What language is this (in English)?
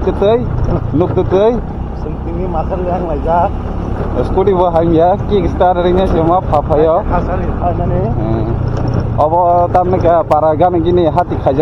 Kok Borok